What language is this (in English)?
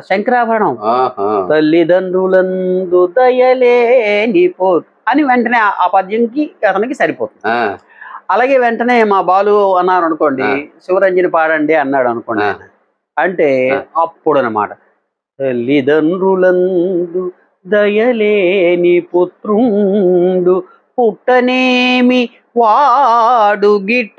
Telugu